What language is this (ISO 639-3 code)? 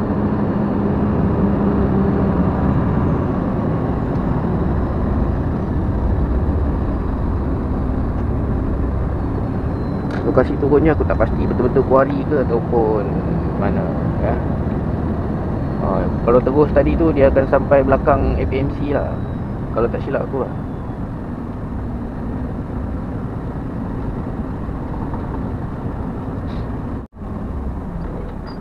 msa